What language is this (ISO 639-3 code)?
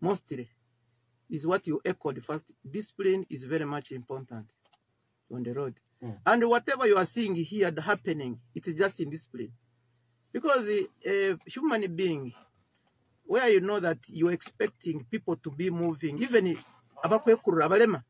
nyo